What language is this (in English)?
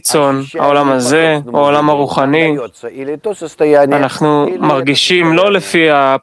Hebrew